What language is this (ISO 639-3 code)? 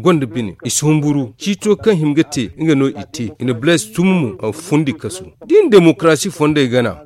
dje